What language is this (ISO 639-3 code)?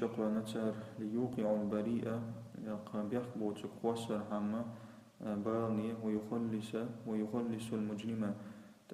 che